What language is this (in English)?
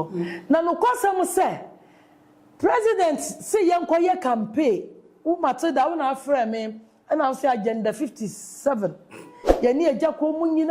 Akan